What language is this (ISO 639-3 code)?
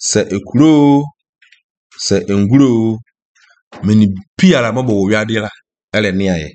aka